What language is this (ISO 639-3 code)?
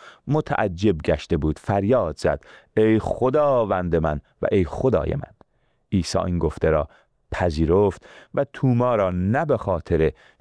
fas